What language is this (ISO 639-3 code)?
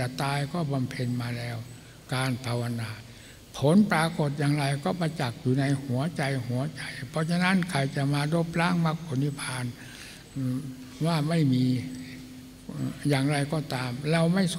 tha